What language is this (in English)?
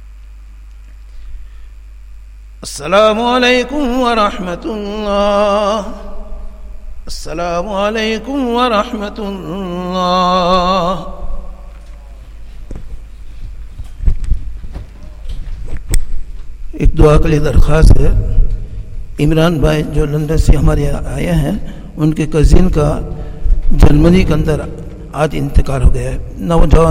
Arabic